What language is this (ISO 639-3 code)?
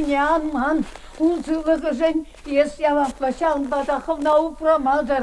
chv